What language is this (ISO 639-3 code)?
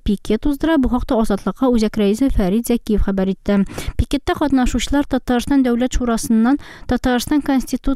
tat